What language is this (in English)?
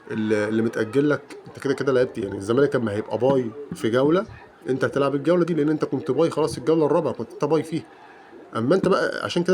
Egyptian Arabic